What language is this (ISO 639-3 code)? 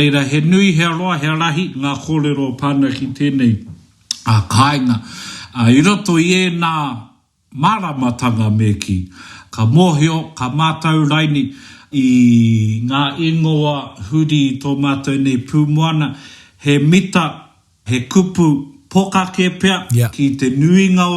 mri